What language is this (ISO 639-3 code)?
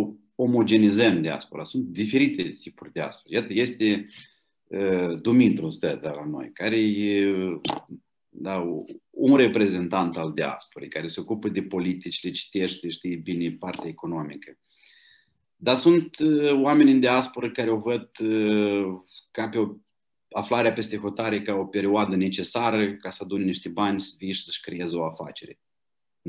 ron